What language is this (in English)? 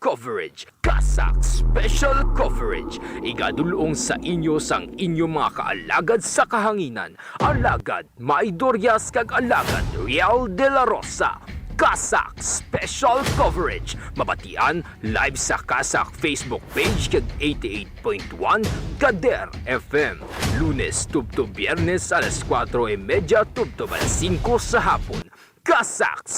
Hiligaynon